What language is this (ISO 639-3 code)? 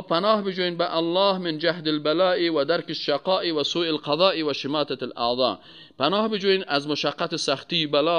fas